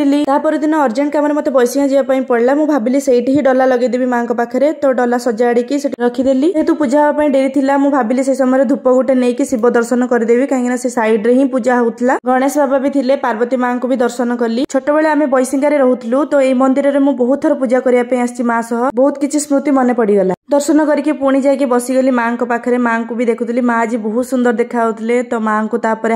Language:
Odia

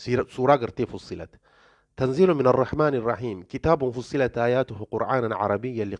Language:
Oromo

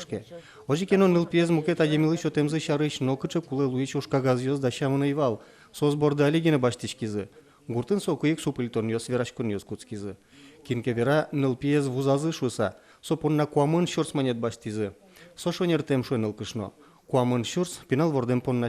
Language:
Udmurt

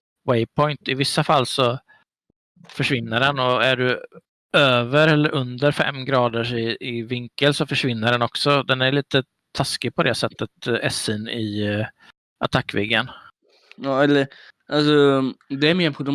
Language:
Swedish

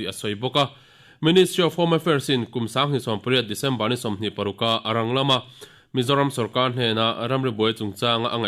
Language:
Mizo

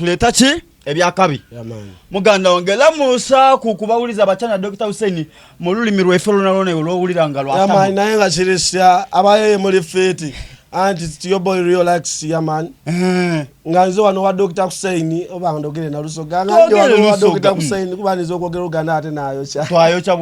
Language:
Soga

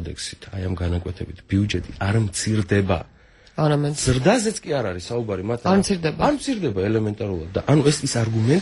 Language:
Georgian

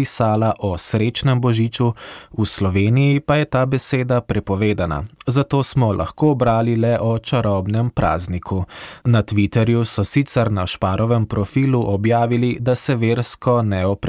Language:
Slovenian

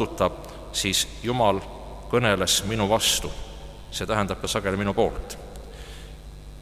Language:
Estonian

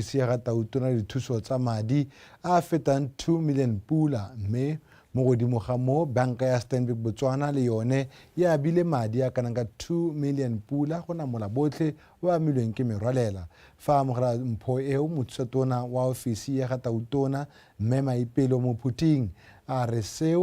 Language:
Tswana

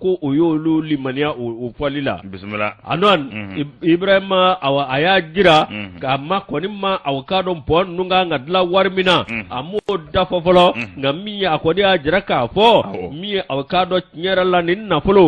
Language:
Bambara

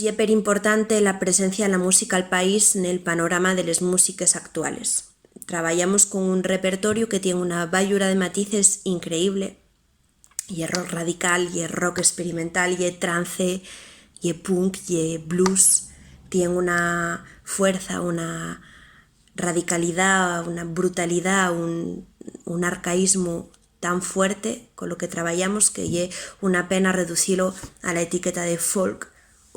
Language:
Asturian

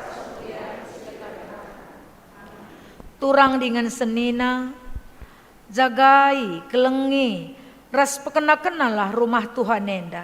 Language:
Batak Karo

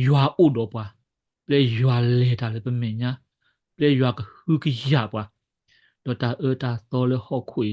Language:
S'gaw Karen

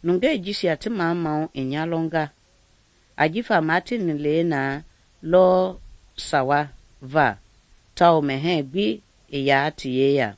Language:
Mende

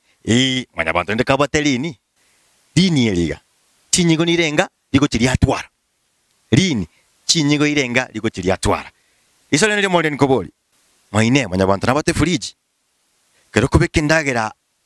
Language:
Gusii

